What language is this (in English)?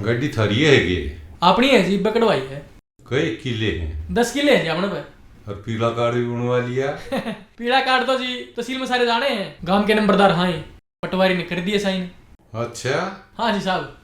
Haryanvi